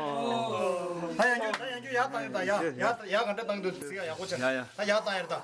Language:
Tibetan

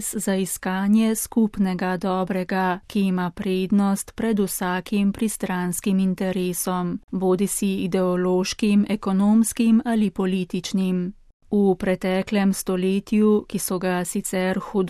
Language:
Slovenian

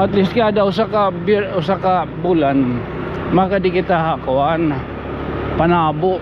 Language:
Waray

